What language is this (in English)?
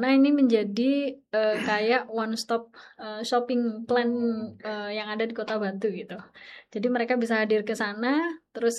Indonesian